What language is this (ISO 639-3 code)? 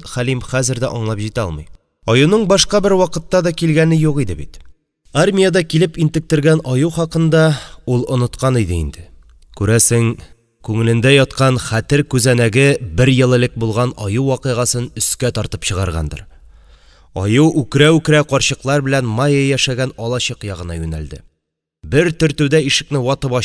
tat